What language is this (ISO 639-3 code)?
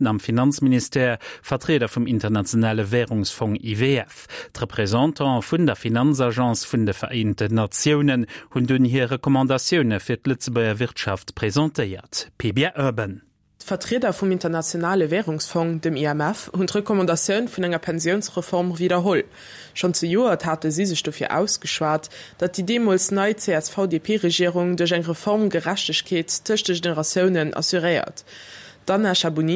ltz